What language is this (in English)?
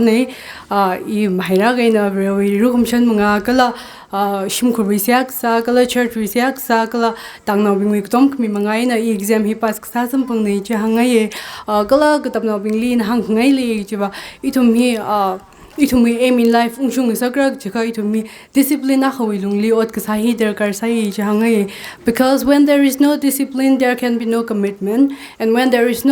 Tangkhul Naga (India)